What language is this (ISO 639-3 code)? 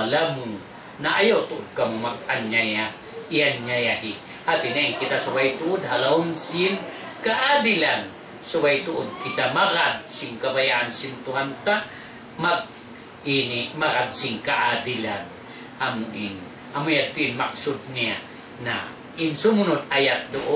tsg